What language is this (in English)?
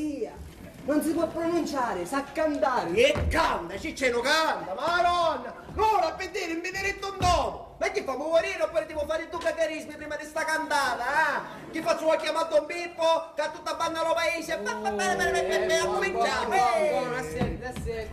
Sicilian